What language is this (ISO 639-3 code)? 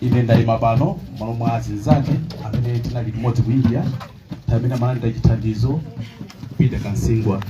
nya